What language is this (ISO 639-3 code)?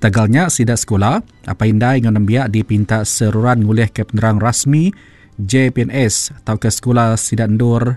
iba